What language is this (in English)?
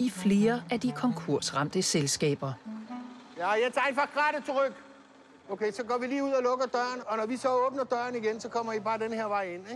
Danish